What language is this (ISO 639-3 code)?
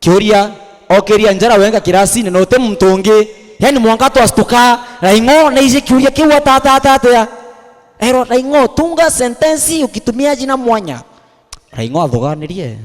mer